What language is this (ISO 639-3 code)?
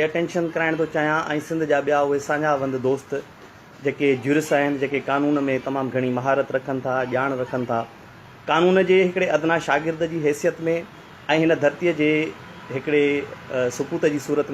snd